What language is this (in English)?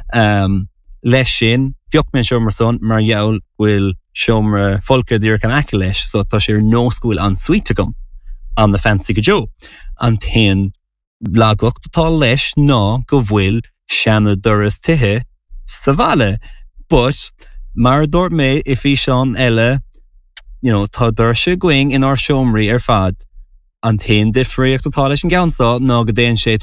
Irish